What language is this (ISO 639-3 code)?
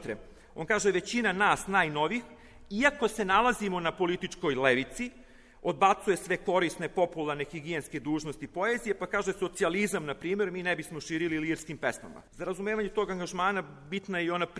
srp